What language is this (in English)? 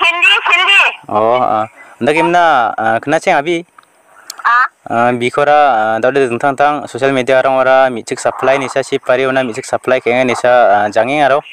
Garo